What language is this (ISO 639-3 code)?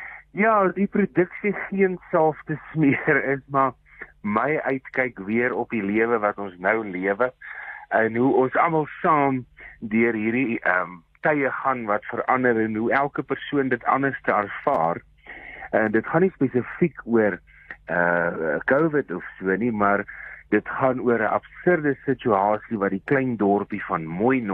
afr